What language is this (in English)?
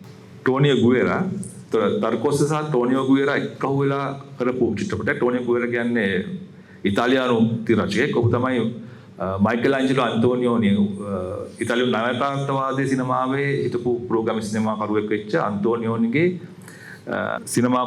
Sinhala